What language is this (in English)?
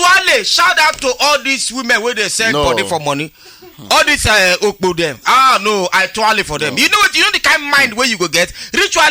Nigerian Pidgin